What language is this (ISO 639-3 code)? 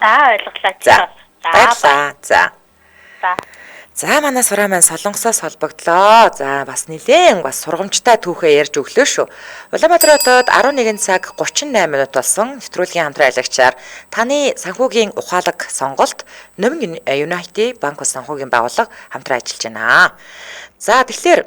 mon